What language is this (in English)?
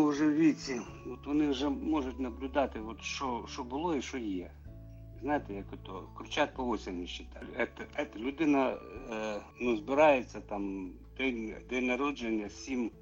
Ukrainian